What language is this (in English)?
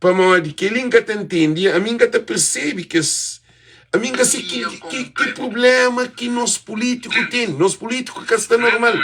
Kabuverdianu